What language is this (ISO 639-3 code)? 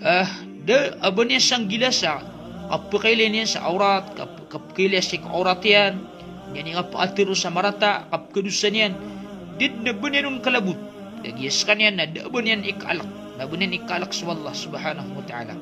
mrw